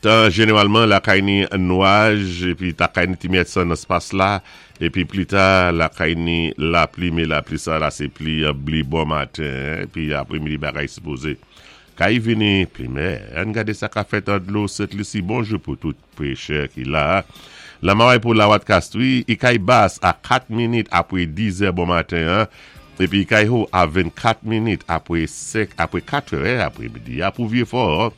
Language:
Saint Lucian Creole French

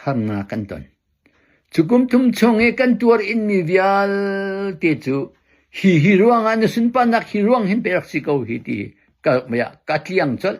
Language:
Hakha Chin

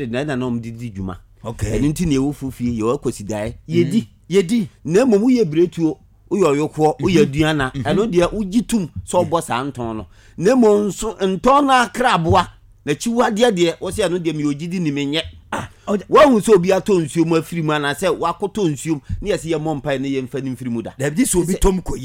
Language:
Akan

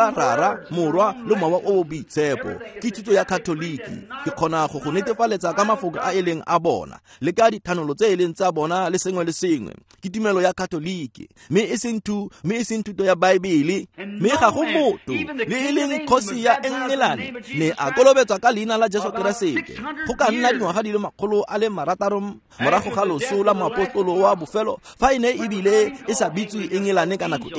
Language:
Tswana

